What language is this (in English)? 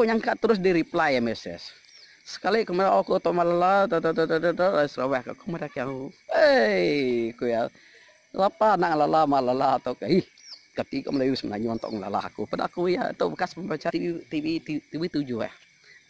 Iban